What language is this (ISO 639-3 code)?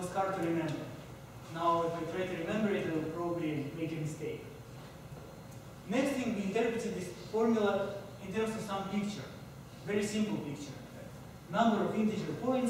eng